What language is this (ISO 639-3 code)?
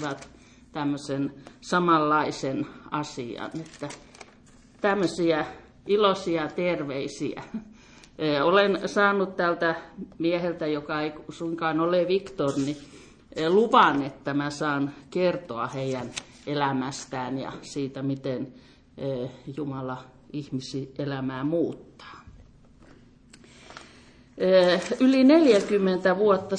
fin